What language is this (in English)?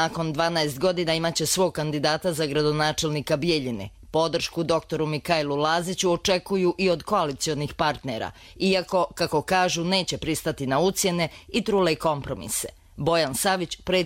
Croatian